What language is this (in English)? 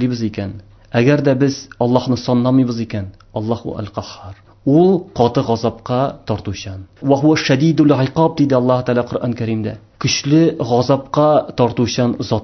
Tatar